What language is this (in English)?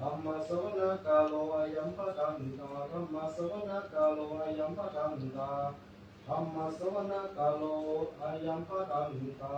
Pali